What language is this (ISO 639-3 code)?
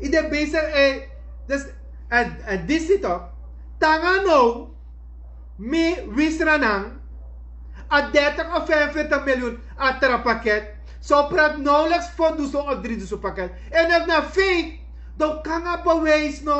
srn